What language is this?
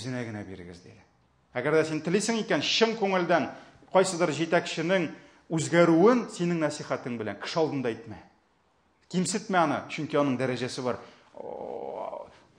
Tatar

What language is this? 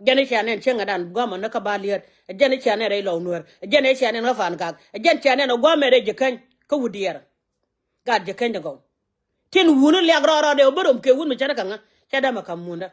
Nuer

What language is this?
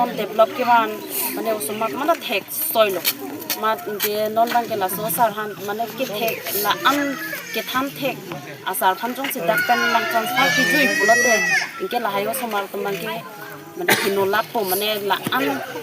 Karbi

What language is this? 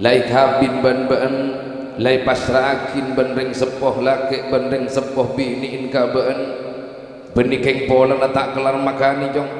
Madurese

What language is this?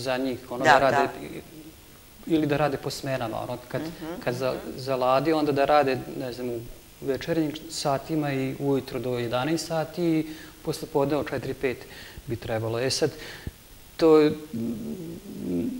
Serbian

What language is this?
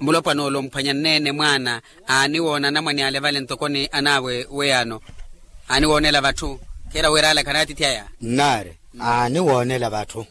Makhuwa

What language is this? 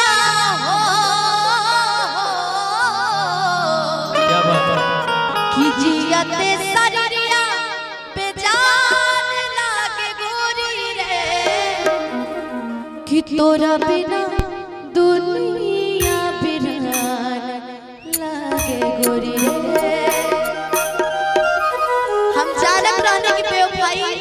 Bhojpuri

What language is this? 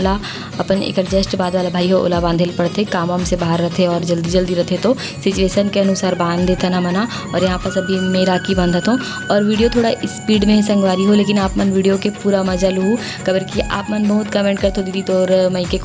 Chhattisgarhi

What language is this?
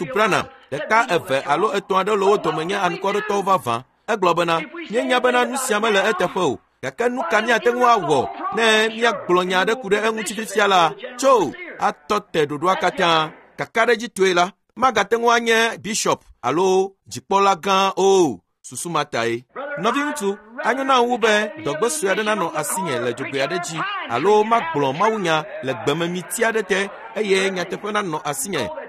Ewe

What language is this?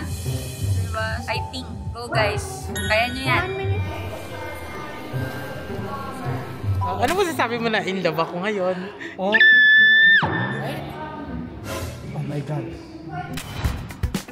Filipino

